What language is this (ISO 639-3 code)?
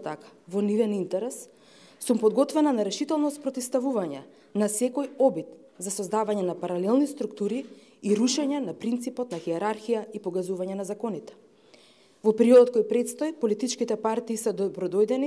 mkd